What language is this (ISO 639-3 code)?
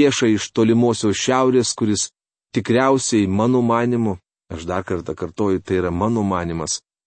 lit